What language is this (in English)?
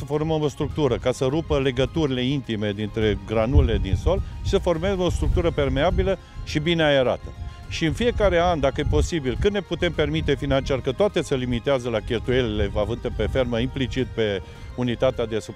Romanian